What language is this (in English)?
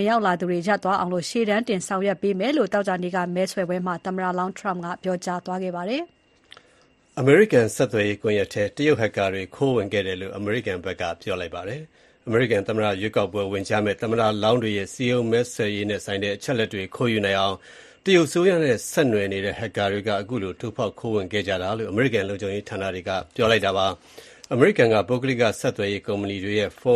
Burmese